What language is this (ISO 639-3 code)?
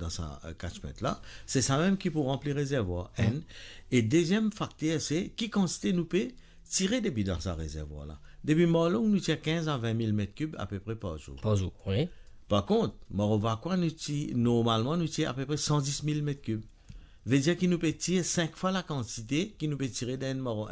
mfe